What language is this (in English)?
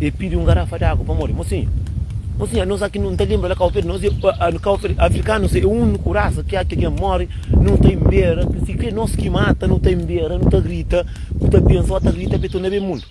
Kabuverdianu